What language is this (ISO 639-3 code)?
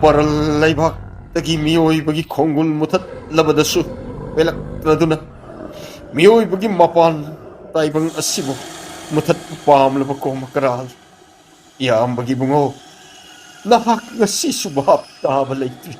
mni